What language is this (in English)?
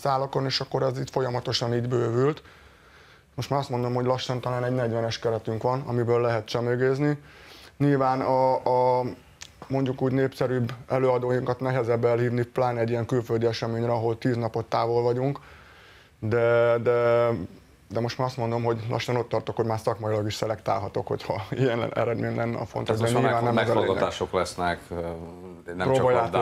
Hungarian